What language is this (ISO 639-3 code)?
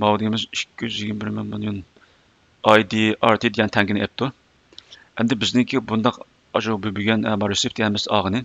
uig